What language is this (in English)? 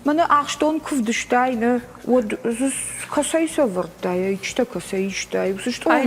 Ossetic